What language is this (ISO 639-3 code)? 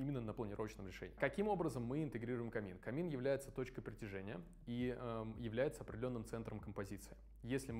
rus